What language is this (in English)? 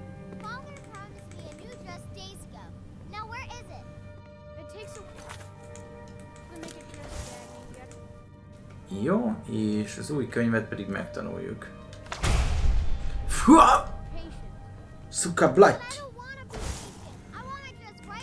Hungarian